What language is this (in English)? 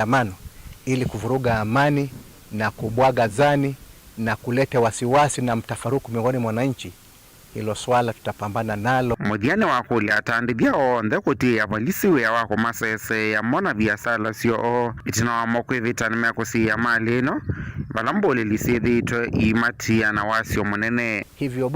Kamba